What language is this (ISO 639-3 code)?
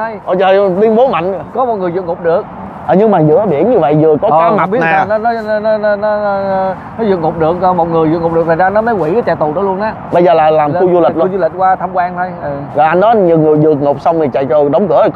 vie